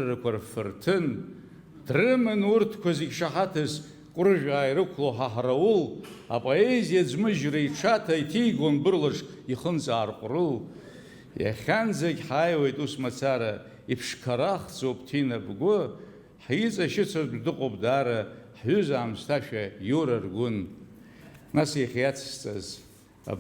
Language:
Abkhazian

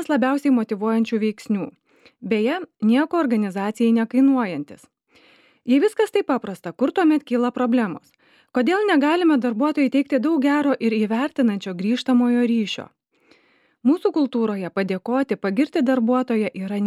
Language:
Lithuanian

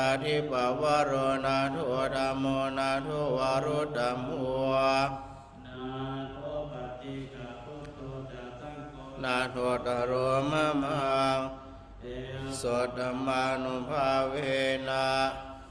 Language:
Pali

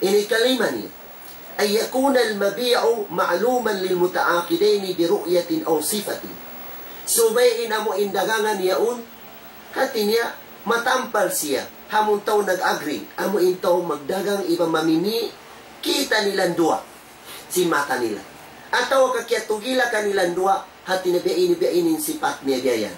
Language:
Tausug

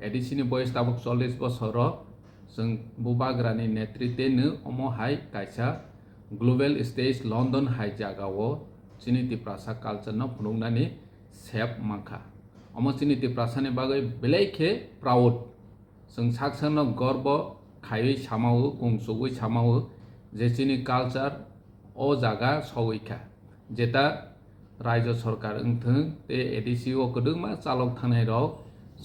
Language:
Kok Borok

